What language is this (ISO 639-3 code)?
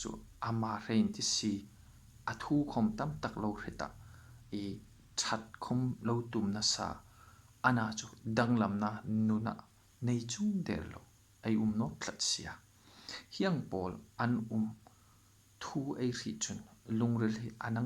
hmr